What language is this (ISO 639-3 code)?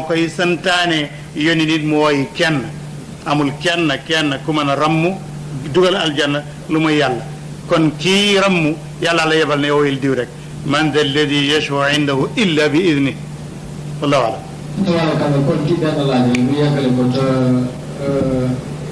wol